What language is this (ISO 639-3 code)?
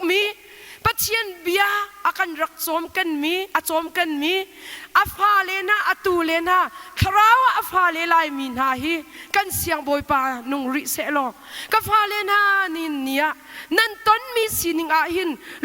cnh